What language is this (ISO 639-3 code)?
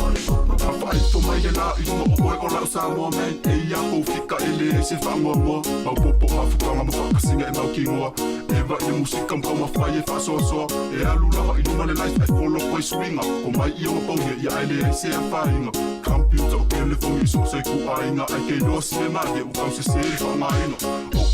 smo